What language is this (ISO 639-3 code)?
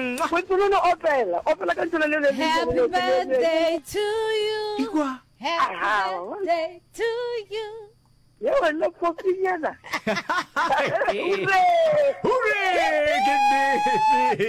nso